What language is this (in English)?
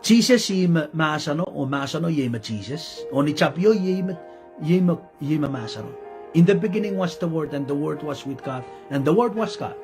Pohnpeian